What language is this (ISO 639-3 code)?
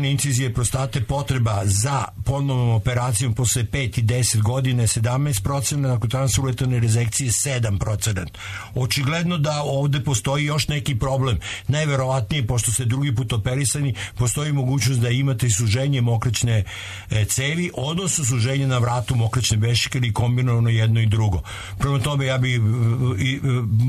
srp